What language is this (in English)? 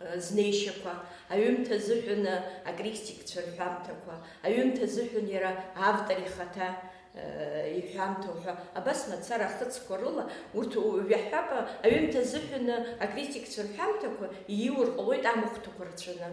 Abkhazian